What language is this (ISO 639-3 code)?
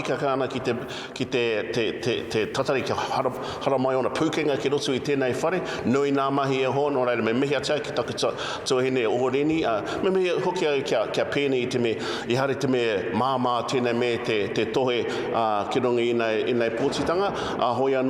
mri